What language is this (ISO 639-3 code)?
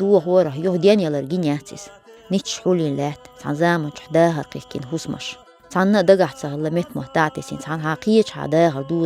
che